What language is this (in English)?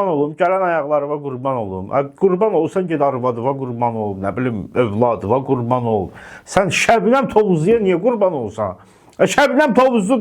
Azerbaijani